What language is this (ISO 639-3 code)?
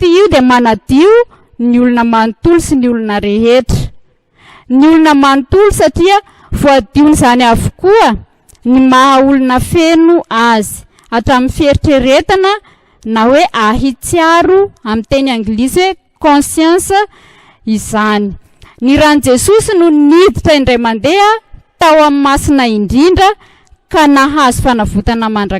mlg